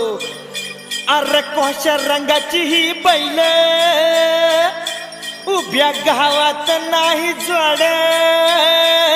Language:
Marathi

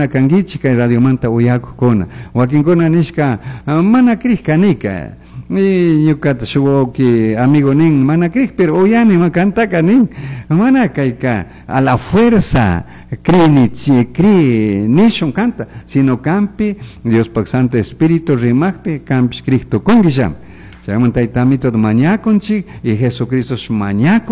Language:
Chimborazo Highland Quichua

